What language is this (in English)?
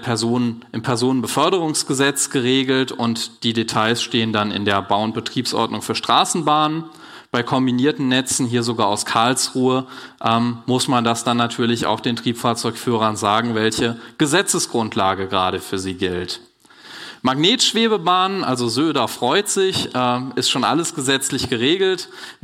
German